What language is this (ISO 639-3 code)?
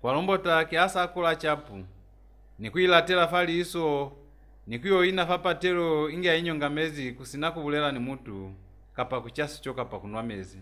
loz